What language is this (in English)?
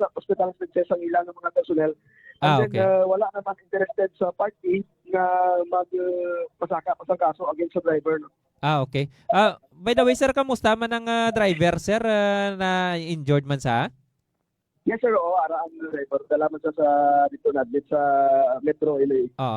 Hiligaynon